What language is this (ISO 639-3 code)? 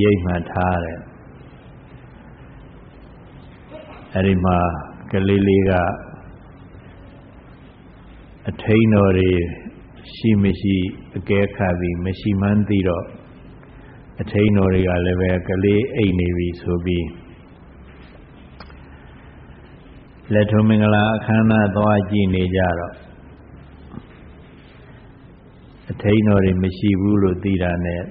mya